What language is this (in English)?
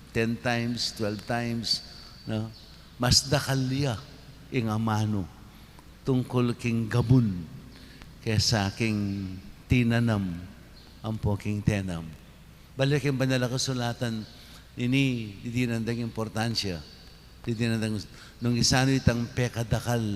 Pampanga